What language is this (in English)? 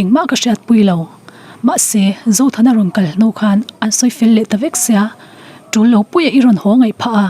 Mizo